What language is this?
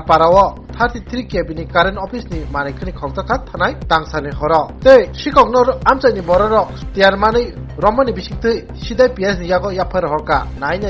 Kok Borok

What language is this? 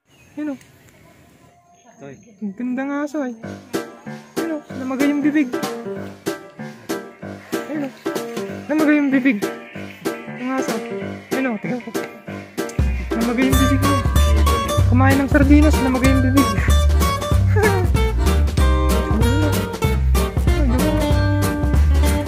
Filipino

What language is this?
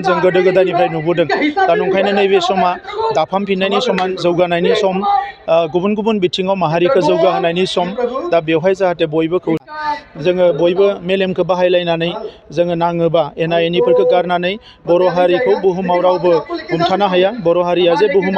Bodo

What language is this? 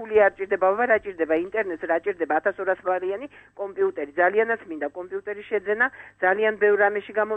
Georgian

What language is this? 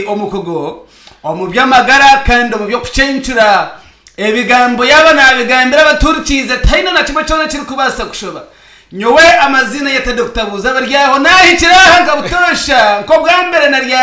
Nyankole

